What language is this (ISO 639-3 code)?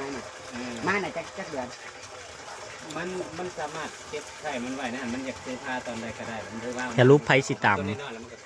tts